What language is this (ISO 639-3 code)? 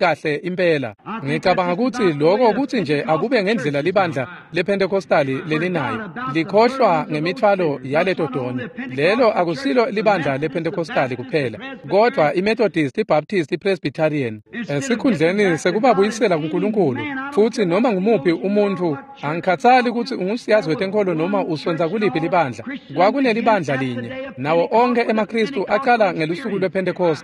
ssw